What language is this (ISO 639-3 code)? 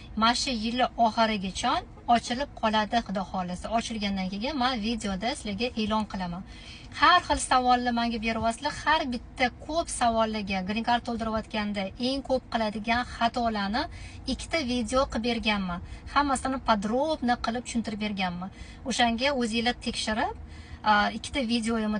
uzb